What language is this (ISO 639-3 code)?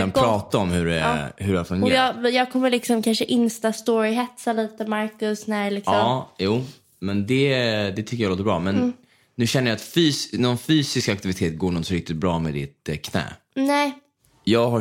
swe